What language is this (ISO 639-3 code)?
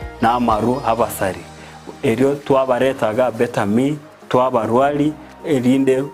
guz